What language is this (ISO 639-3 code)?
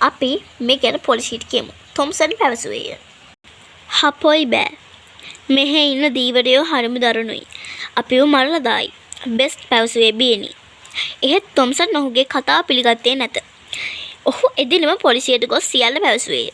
sin